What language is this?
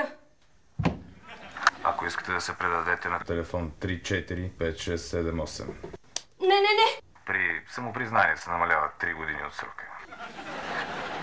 Bulgarian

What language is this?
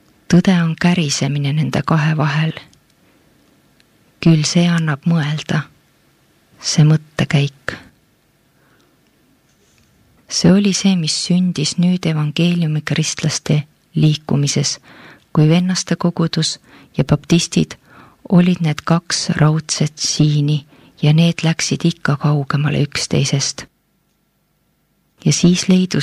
Estonian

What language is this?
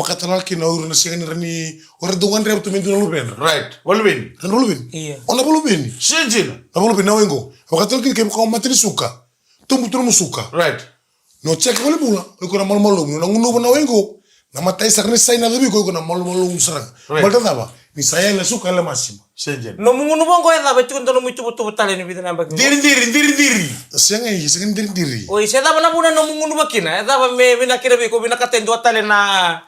Fijian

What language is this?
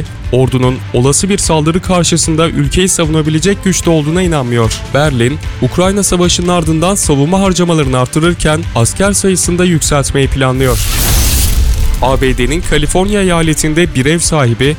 Turkish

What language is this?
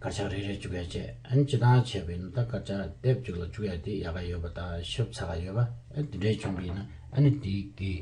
Tibetan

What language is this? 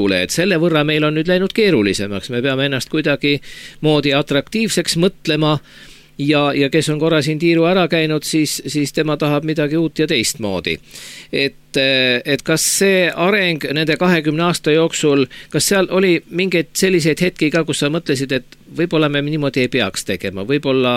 Estonian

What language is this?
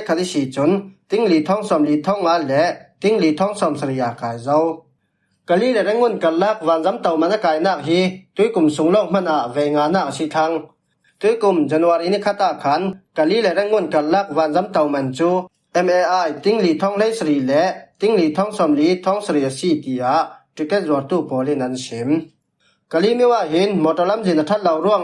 Falam Chin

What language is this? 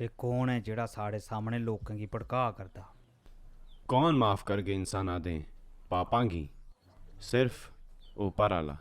Dogri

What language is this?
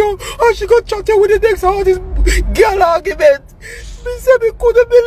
Jamaican Creole English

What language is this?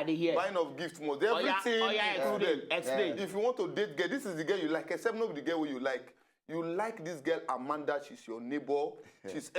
Nigerian Pidgin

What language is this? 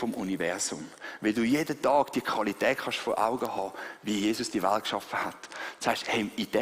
Swiss German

